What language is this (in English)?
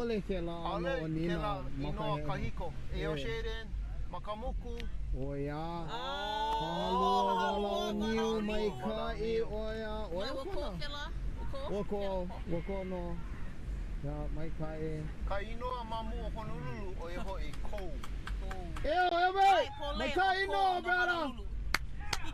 Hawaiian